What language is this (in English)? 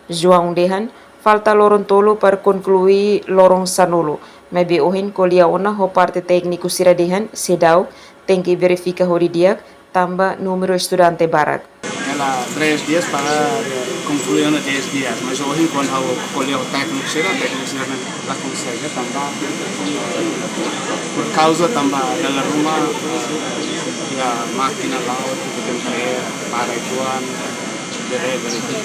Tetum